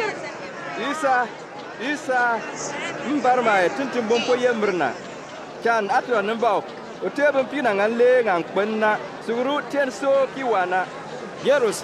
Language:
Bimoba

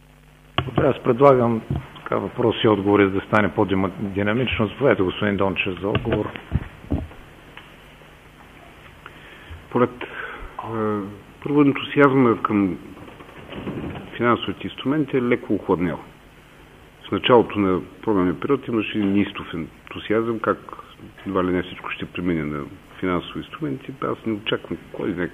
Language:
Bulgarian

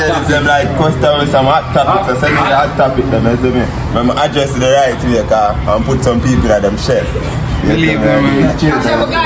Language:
Jamaican Creole English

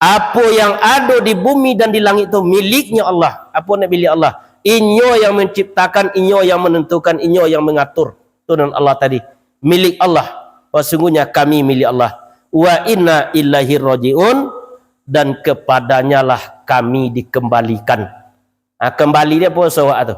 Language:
Minangkabau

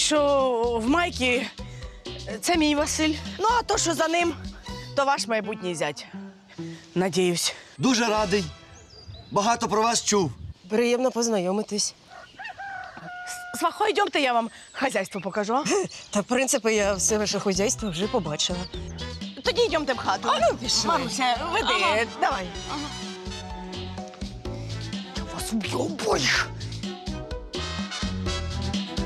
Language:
Ukrainian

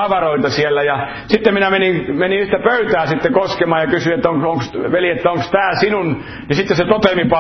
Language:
Finnish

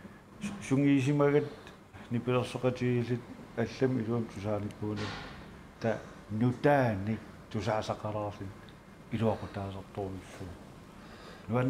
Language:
Kalaallisut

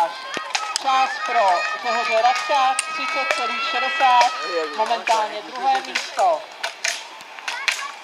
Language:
Czech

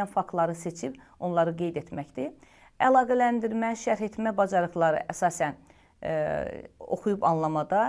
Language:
Azerbaijani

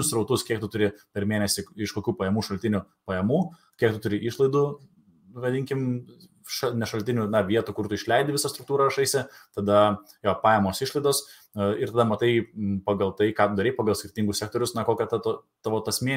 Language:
Lithuanian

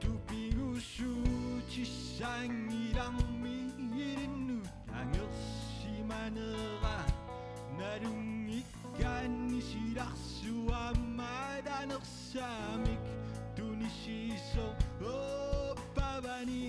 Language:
Kalaallisut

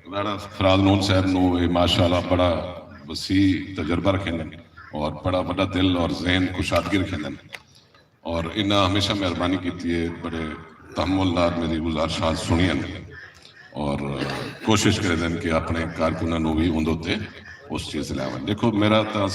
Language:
Saraiki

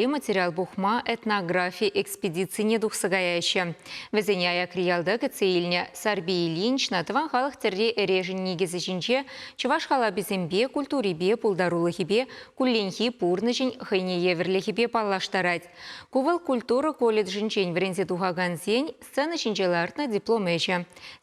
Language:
Chuvash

